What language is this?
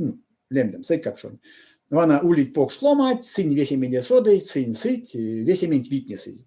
Erzya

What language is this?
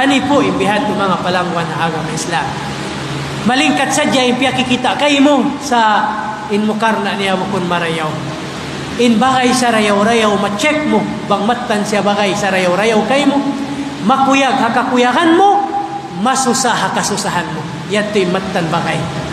Tausug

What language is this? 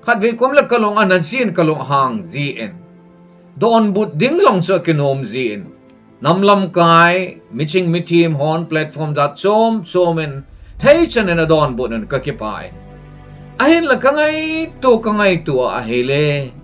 Thado Chin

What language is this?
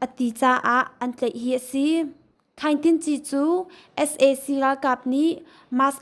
Hakha Chin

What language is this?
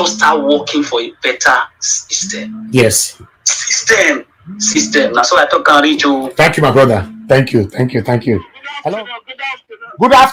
Nigerian Pidgin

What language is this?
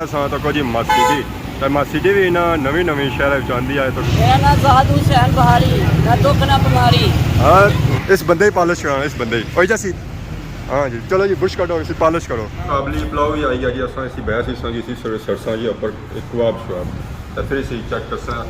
Pahari-Potwari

